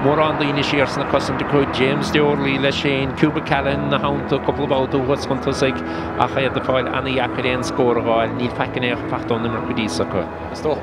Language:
Irish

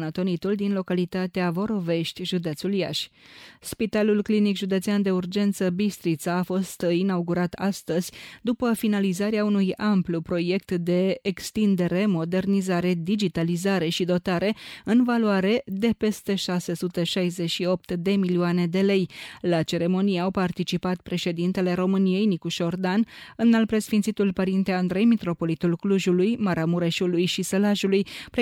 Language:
Romanian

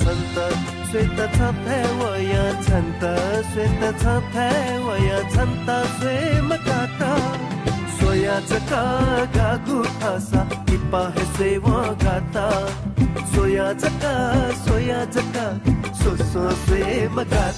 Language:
Newari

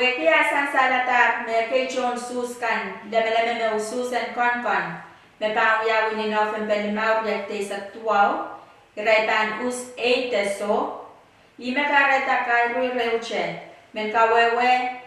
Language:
Pohnpeian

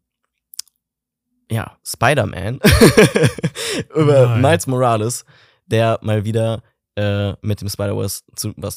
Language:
German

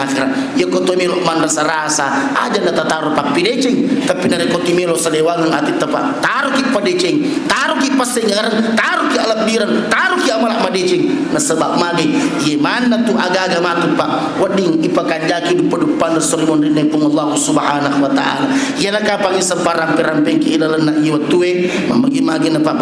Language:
Buginese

